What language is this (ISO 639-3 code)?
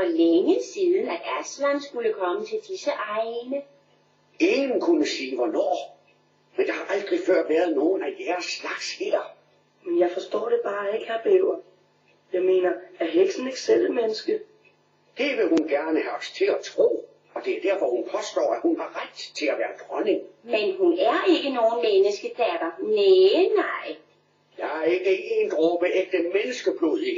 dan